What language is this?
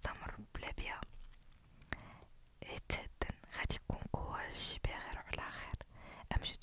Moroccan Arabic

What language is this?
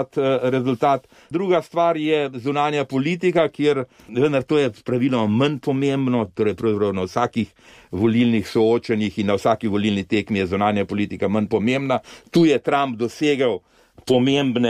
Slovenian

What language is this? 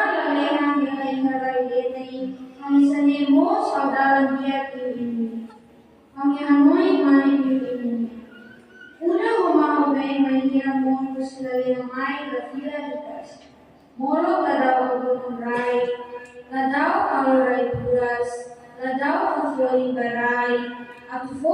Tetum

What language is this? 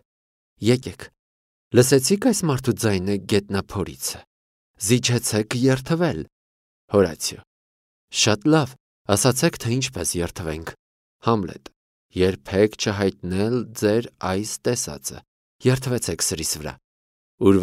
Armenian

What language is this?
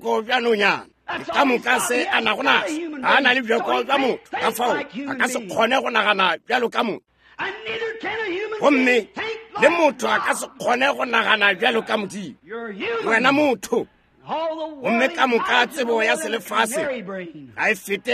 Northern Sotho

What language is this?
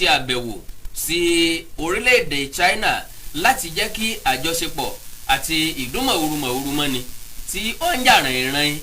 Yoruba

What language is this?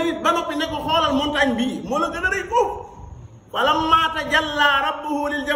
Wolof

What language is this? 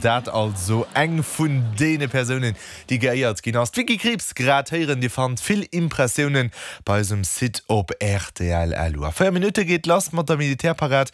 Luxembourgish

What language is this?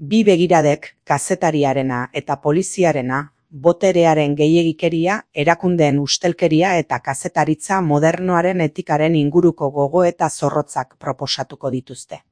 Basque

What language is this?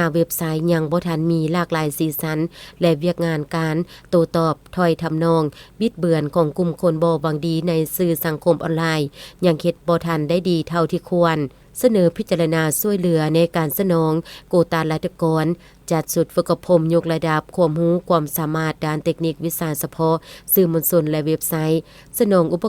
Lao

